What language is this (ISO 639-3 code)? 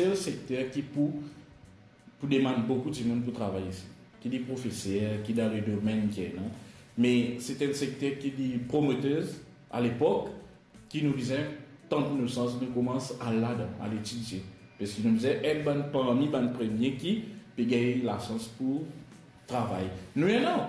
mfe